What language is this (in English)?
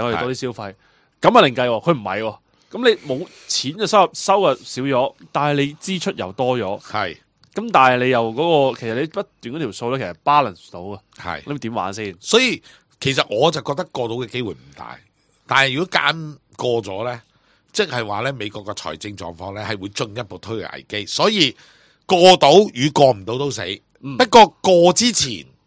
Cantonese